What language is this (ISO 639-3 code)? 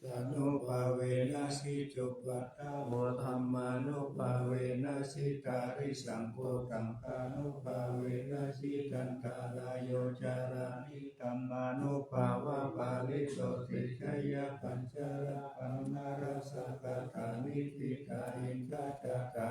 pli